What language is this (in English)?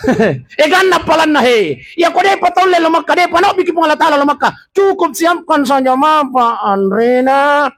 Buginese